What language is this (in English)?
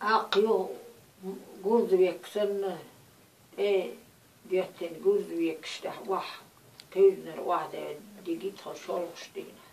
Chechen